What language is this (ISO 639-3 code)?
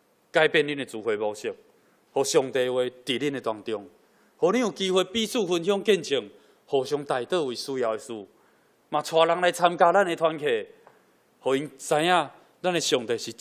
nan